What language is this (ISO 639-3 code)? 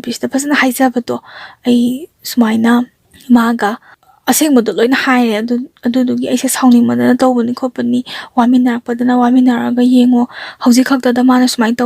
mni